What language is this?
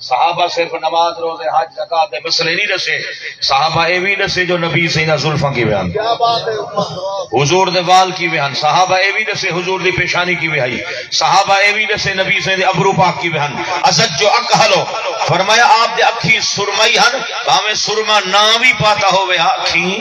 Saraiki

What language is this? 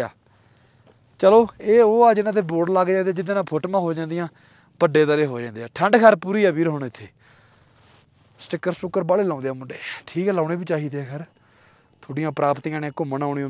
Punjabi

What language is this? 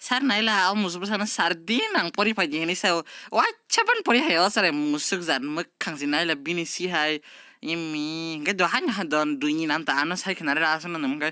Kok Borok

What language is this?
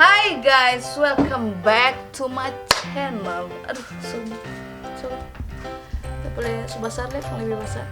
Manado Malay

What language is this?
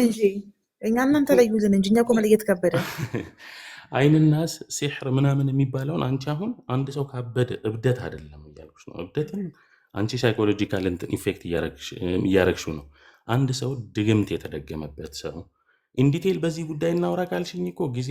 Amharic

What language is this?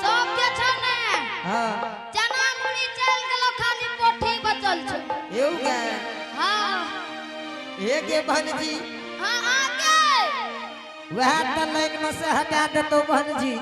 Angika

